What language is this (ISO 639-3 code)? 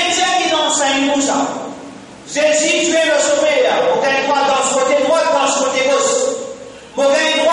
mfe